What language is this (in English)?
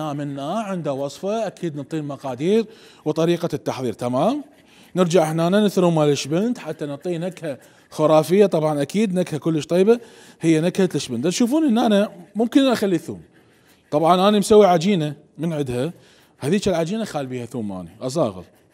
Mesopotamian Arabic